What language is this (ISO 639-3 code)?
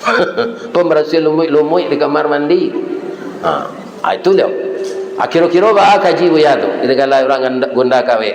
min